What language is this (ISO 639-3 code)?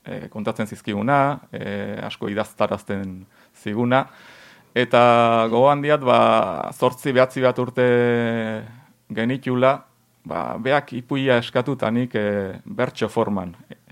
eus